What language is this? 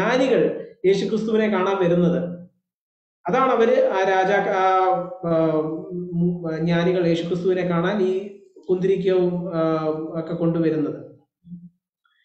Malayalam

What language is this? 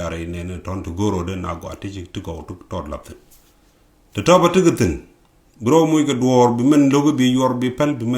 Nuer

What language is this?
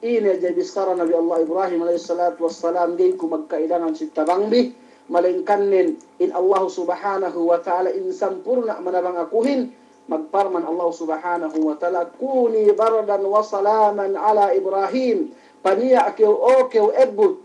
Yakan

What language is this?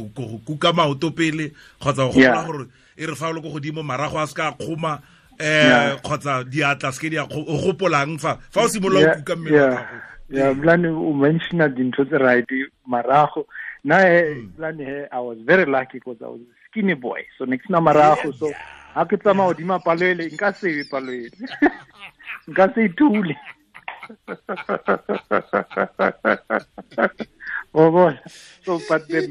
Tswana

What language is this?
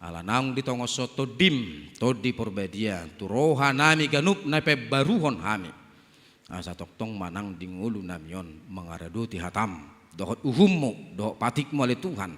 Batak Toba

